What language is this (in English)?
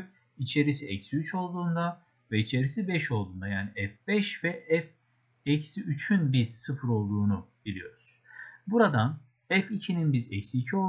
Turkish